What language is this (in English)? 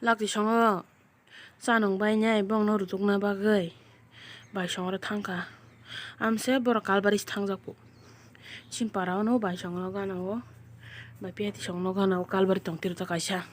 Kok Borok